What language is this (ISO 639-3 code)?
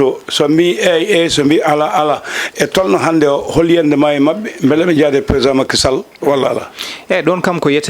ful